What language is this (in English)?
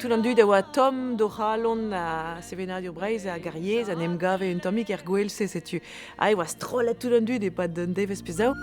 Breton